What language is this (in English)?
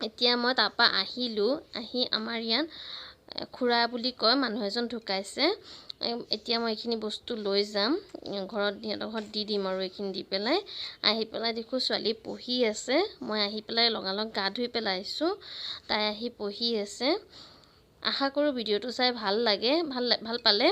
Assamese